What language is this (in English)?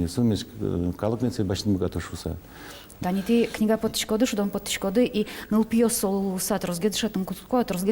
Udmurt